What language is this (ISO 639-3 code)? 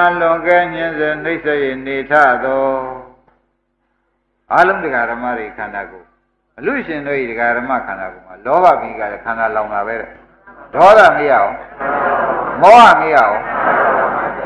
mya